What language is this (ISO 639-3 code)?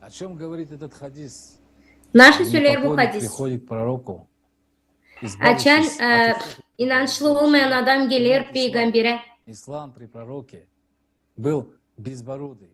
gag